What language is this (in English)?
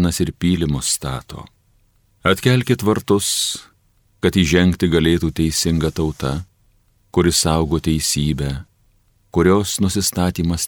Lithuanian